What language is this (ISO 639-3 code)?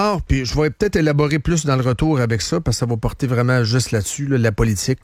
fra